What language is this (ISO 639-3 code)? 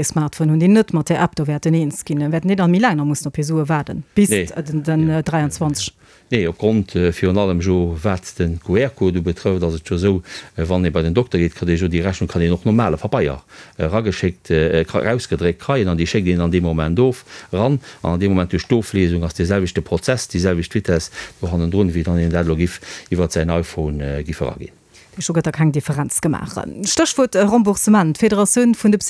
ltz